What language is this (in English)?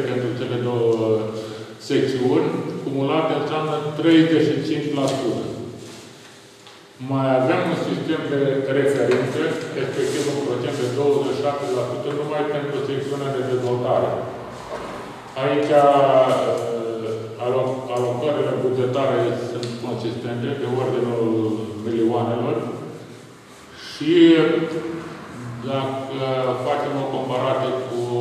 Romanian